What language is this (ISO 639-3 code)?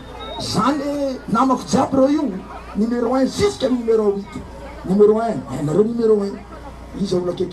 mlg